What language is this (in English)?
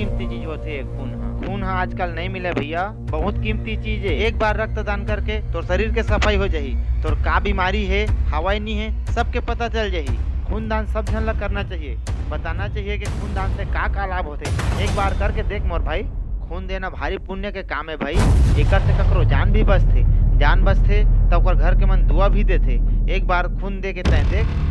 Chhattisgarhi